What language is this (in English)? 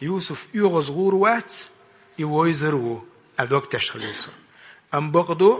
Chechen